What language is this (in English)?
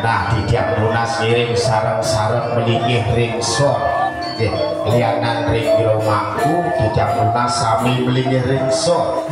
Balinese